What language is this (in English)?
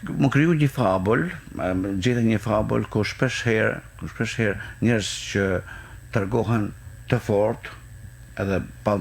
Albanian